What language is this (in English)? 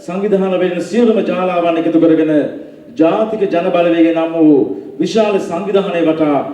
Sinhala